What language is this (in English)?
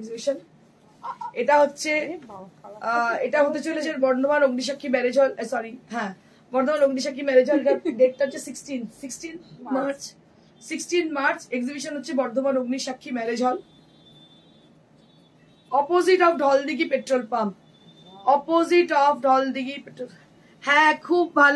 Bangla